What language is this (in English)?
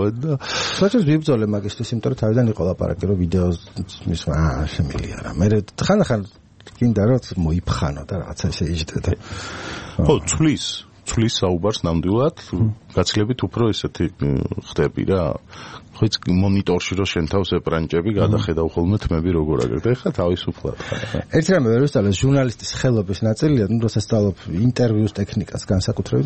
Georgian